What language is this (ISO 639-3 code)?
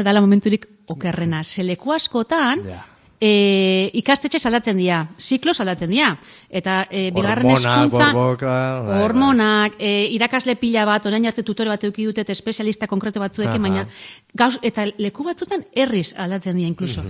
eus